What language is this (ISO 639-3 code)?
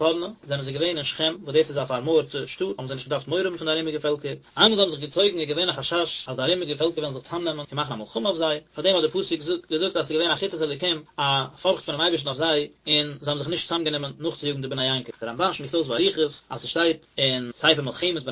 yid